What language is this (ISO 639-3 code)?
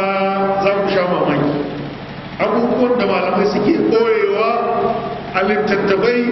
hau